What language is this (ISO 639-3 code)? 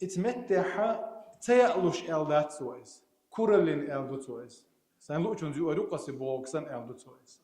che